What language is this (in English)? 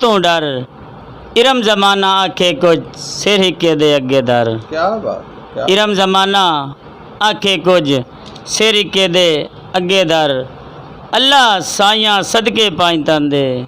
Western Panjabi